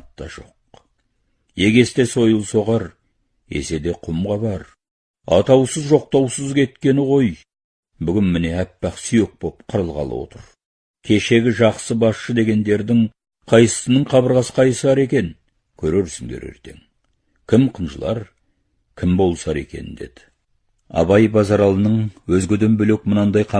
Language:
Kazakh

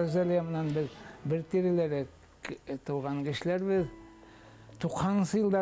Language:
Bashkir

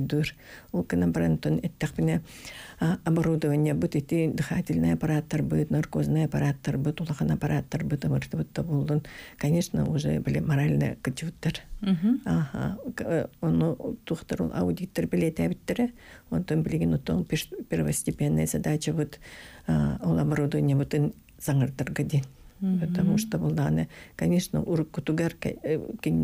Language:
Yakut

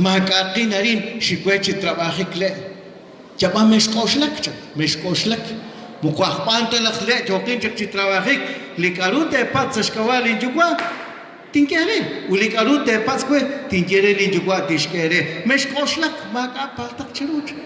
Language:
Kekchí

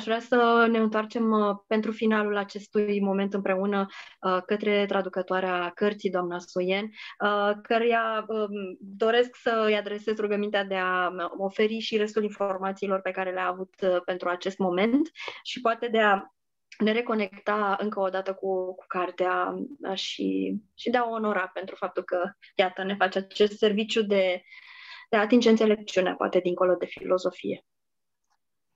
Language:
Romanian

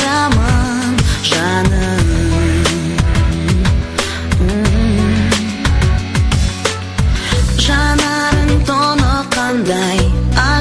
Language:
Kazakh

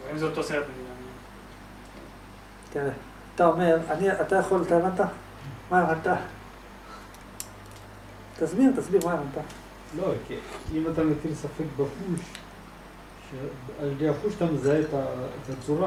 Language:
Hebrew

